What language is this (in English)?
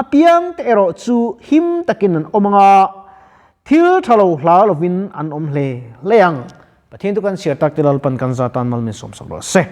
Mizo